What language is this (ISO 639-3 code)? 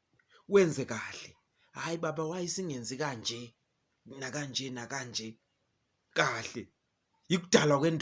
zul